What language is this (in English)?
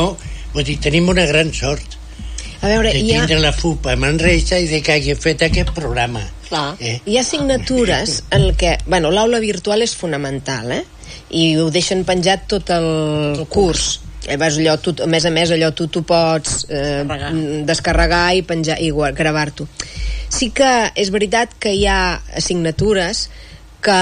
Catalan